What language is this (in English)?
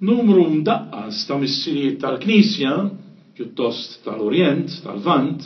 Maltese